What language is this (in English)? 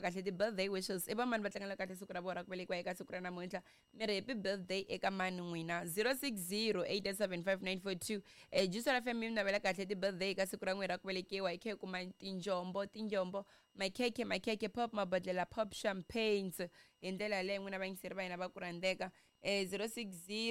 Tsonga